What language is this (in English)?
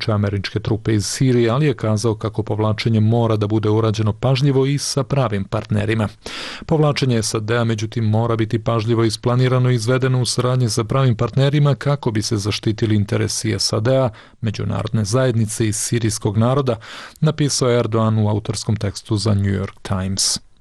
Bosnian